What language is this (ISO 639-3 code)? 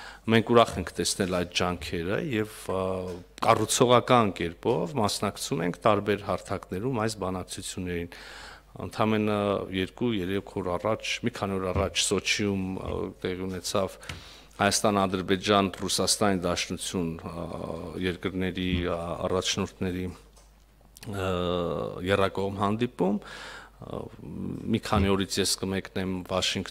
hye